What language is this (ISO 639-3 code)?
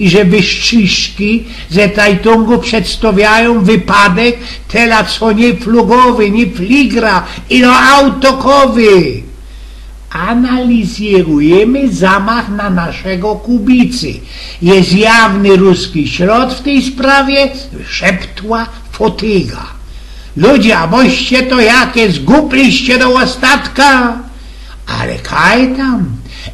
szl